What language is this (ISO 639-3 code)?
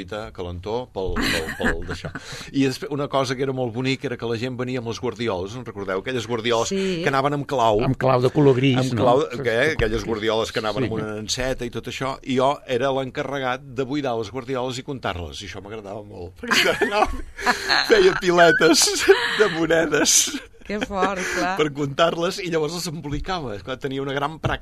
cat